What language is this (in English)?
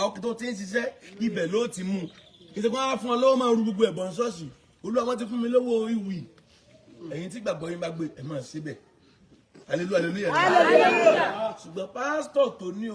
Yoruba